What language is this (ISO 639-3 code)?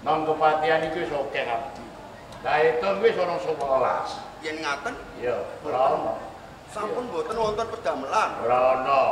jav